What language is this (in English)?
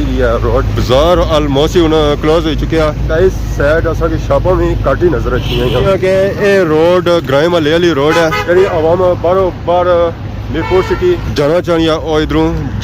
Pahari-Potwari